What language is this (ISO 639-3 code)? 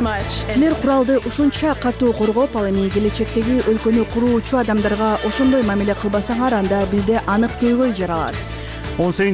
kir